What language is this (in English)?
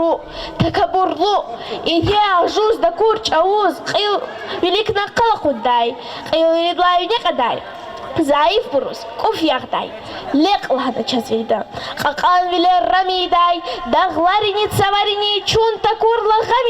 Lezghian